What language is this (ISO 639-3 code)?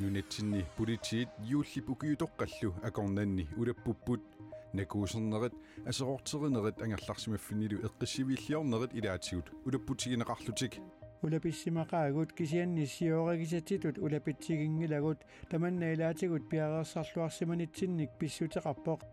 kal